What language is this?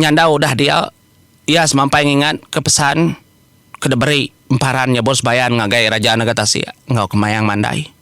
Iban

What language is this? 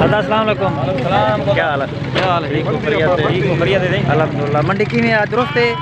Saraiki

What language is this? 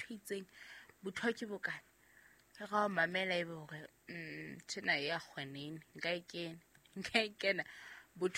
Southern Sotho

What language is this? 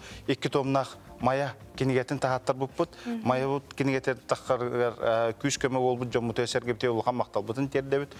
Yakut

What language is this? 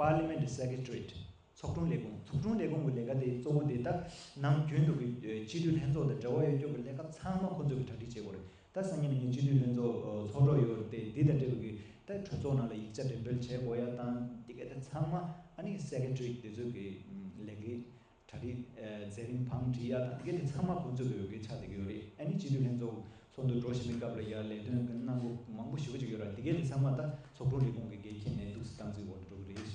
Tibetan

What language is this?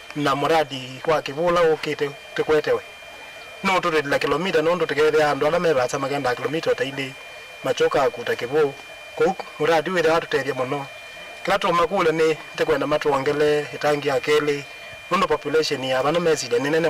Kamba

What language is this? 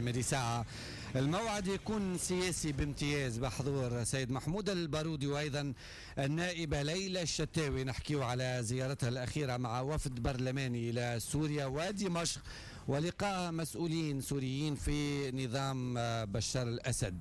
Tunisian Arabic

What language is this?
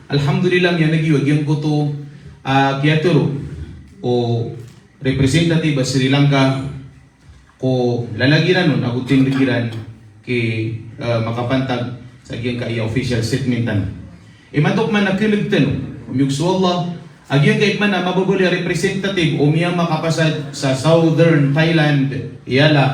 Maranao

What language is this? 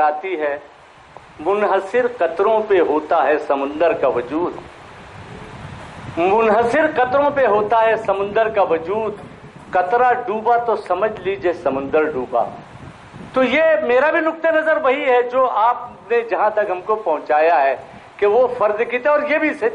Urdu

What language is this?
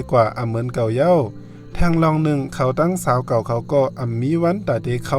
Shan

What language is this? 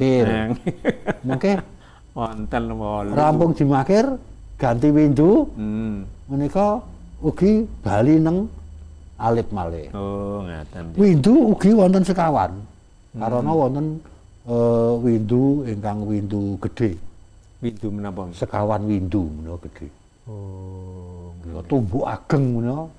Javanese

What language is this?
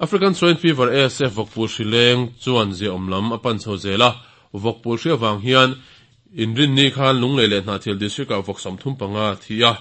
Mizo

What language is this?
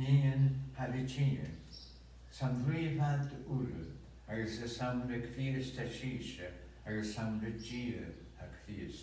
Scottish Gaelic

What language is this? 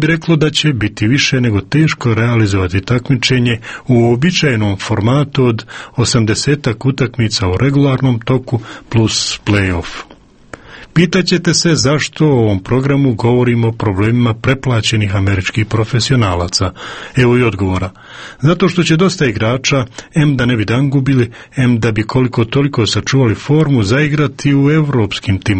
Croatian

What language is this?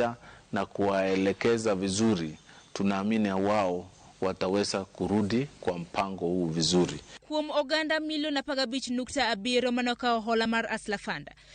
Luo (Kenya and Tanzania)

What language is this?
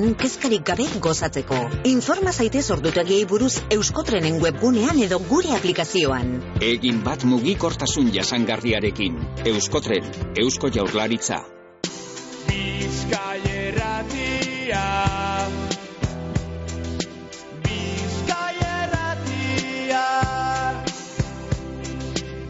Basque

